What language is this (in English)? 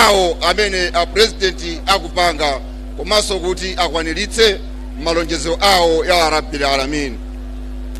Nyanja